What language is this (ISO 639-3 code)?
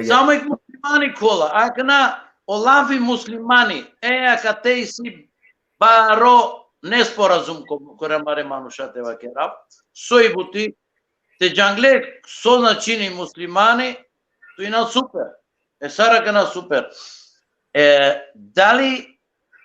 rmn